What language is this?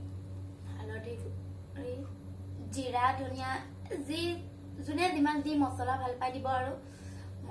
Assamese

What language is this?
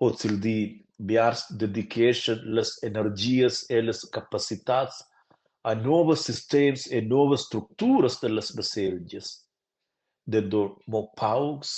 Romansh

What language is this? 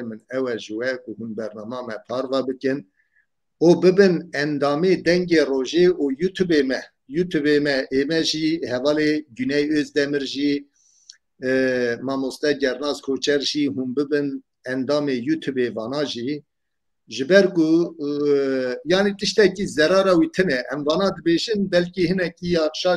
Kurdish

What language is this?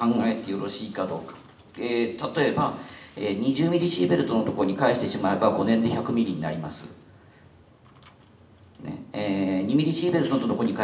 Japanese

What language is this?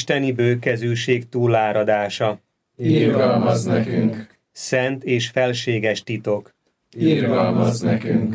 Hungarian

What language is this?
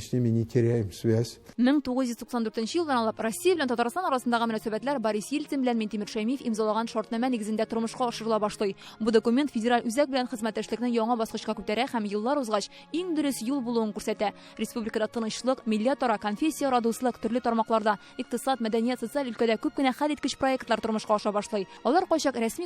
Tatar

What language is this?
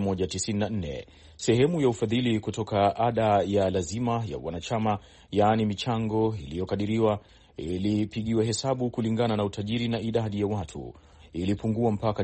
Swahili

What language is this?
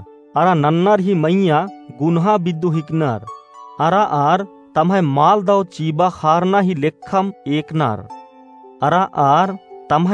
Kurukh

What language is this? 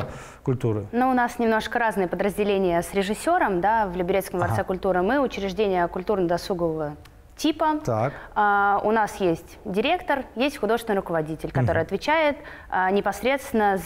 Russian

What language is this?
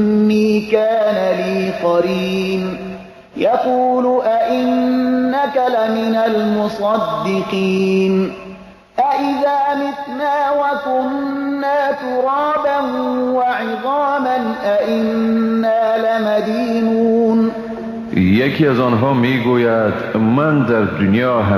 Persian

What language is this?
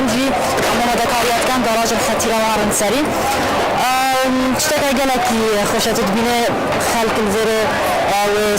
Kurdish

